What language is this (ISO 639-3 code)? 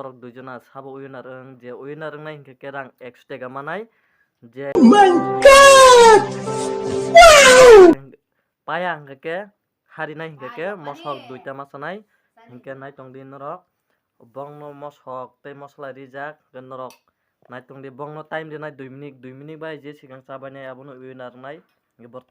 trp